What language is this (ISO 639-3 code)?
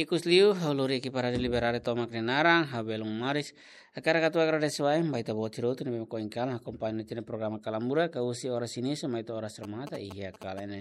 tet